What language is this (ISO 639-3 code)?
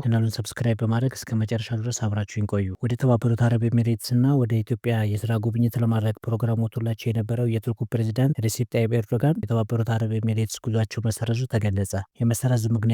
amh